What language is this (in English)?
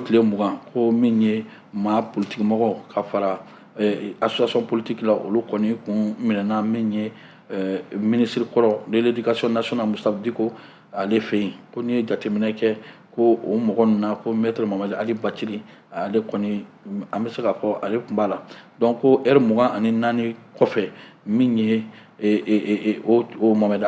Bambara